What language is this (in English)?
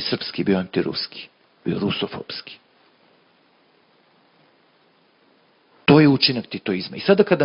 Serbian